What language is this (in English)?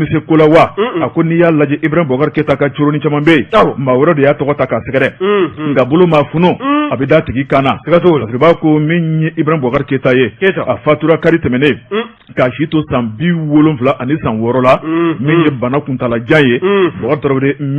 Bambara